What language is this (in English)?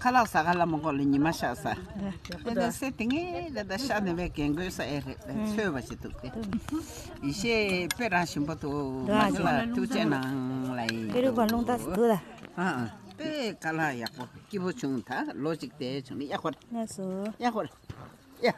Tibetan